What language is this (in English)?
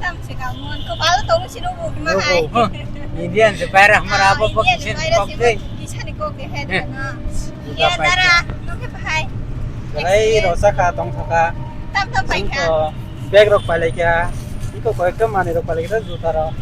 Kok Borok